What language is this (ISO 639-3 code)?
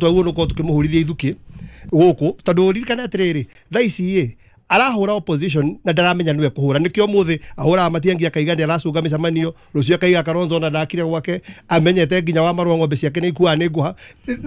kik